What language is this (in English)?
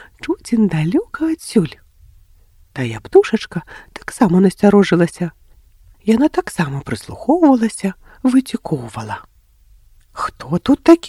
Belarusian